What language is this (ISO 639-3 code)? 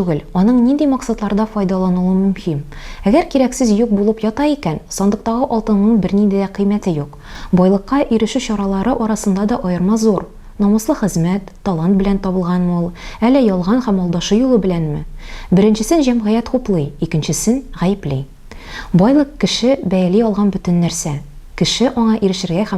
tat